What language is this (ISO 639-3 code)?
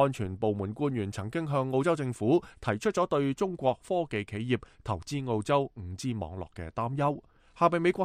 yue